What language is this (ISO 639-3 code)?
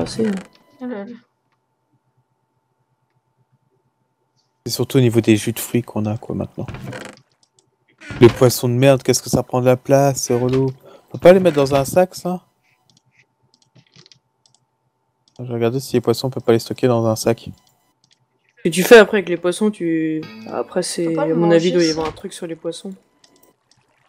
fra